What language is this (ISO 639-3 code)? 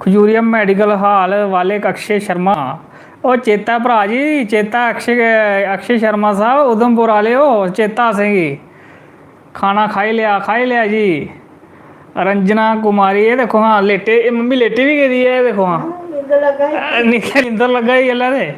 doi